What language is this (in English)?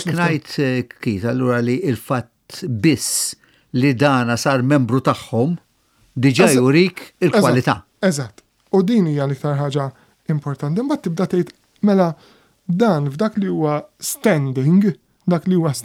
Maltese